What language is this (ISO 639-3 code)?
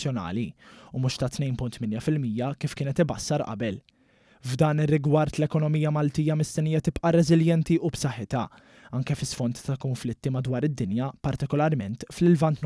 mlt